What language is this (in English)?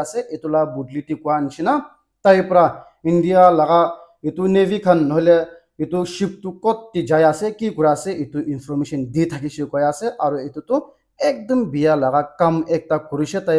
Naga Pidgin